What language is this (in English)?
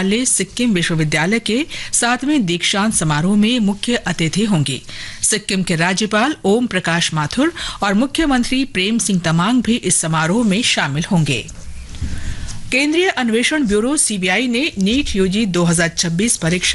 Hindi